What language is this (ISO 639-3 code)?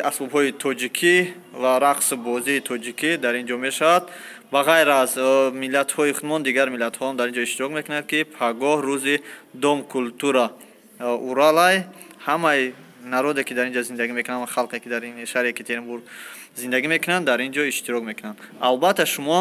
tgk